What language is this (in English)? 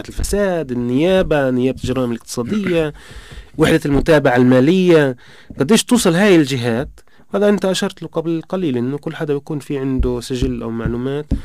North Levantine Arabic